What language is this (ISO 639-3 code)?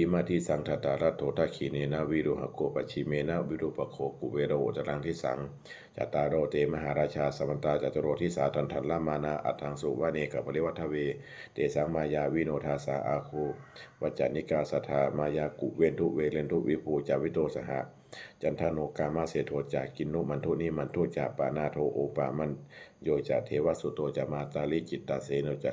pli